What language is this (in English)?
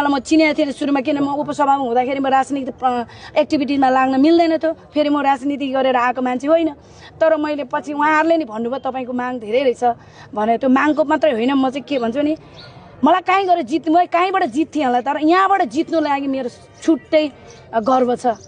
Nepali